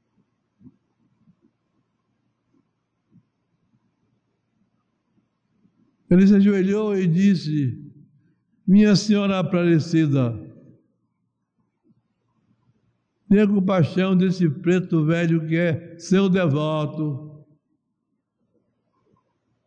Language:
Portuguese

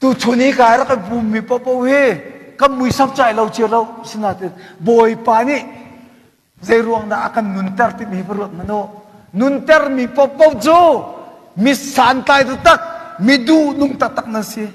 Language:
Hakha Chin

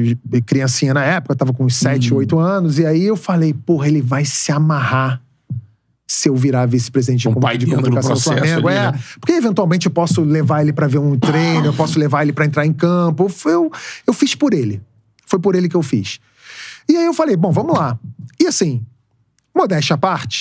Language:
Portuguese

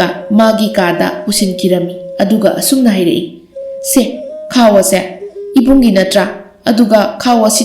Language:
Manipuri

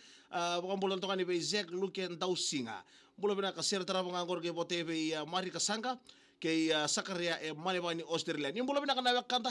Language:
Fijian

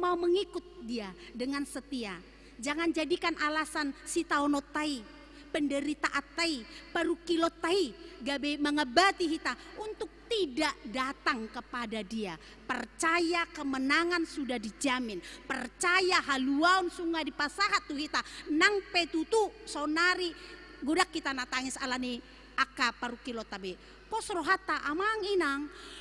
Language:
Batak Toba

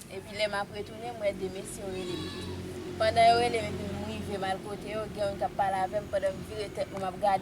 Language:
Haitian Creole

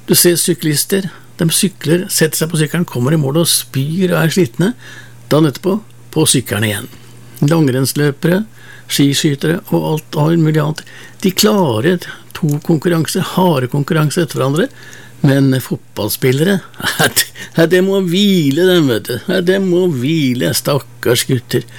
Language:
Norwegian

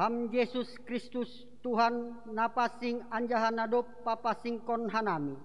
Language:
Batak Simalungun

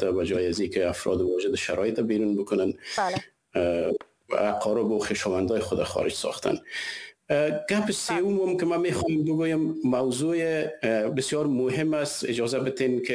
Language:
Persian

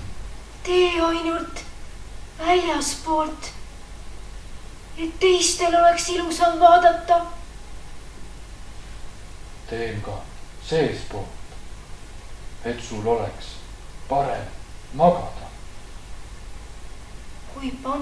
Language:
Estonian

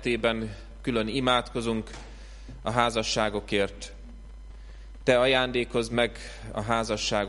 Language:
Hungarian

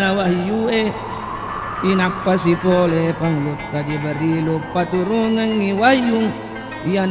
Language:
Buginese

